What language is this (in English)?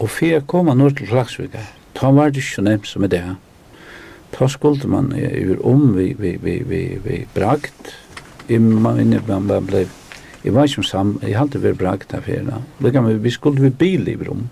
Faroese